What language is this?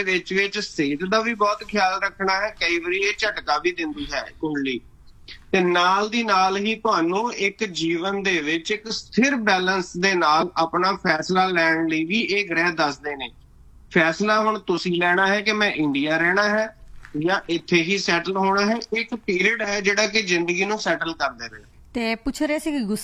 Punjabi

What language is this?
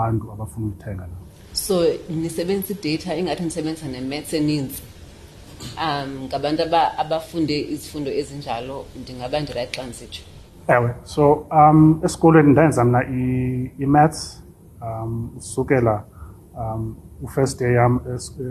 Xhosa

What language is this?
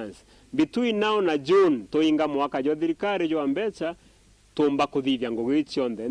Meru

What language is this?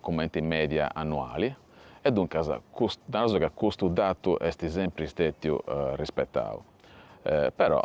Sardinian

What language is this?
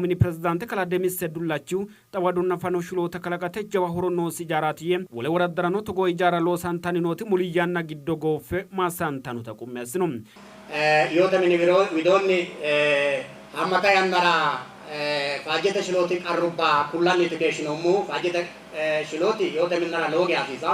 Sidamo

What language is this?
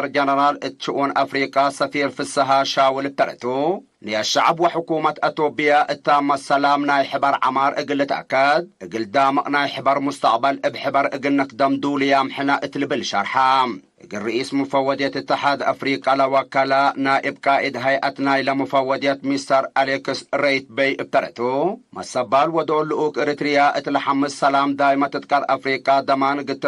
Tigre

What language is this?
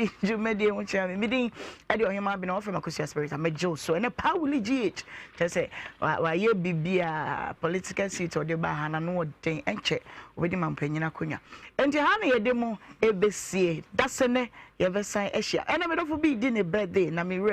Akan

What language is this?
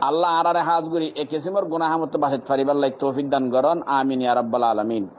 Rohingya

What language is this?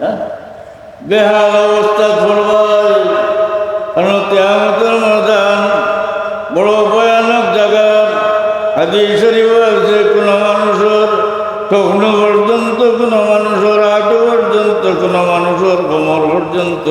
Sylheti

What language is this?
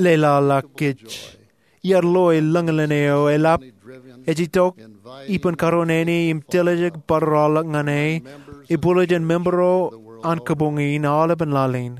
Marshallese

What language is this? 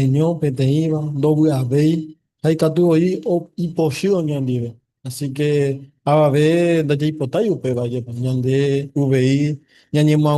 Guarani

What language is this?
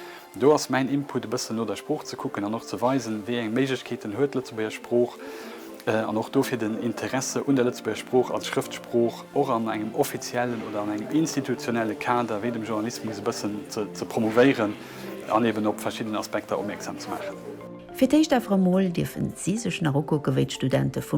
Luxembourgish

